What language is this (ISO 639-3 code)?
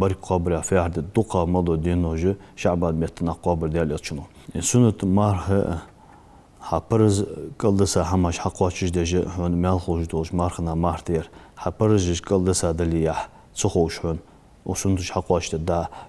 inh